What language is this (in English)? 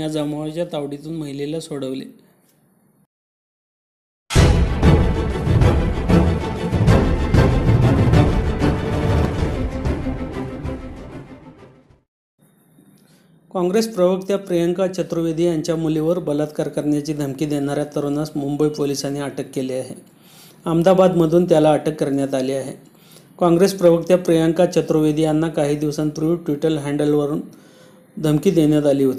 Marathi